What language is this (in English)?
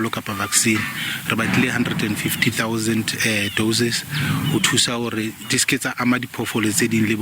Southern Sotho